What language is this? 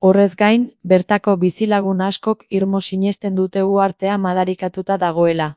Basque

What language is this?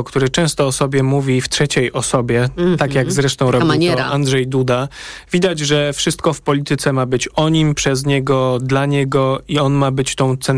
Polish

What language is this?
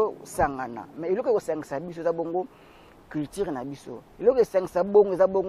Lingala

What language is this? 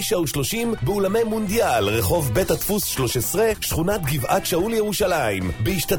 Hebrew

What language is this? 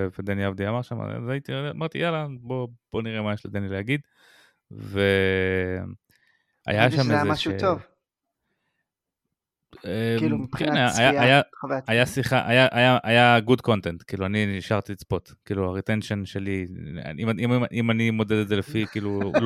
Hebrew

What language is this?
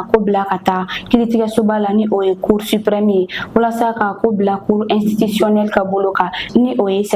Bambara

